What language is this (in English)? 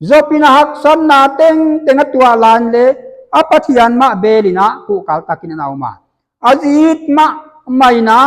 Paite Chin